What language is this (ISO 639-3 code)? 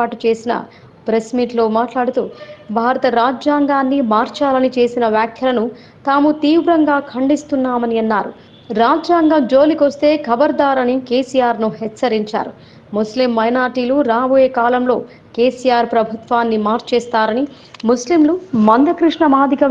tel